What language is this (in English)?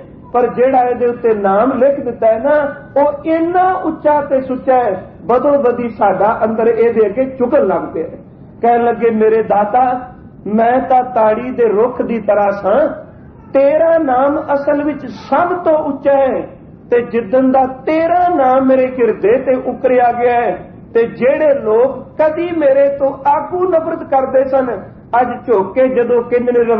Punjabi